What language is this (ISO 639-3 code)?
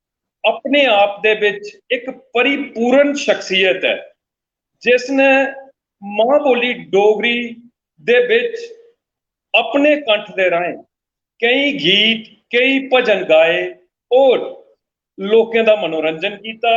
doi